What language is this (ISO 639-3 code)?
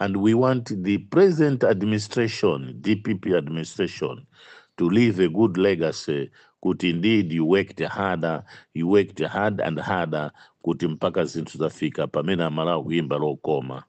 nya